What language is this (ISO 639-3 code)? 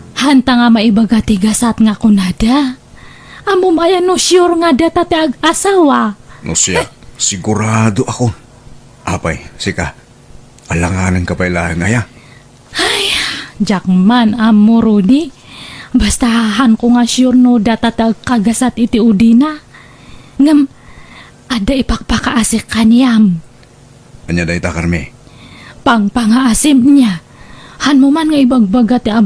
ilo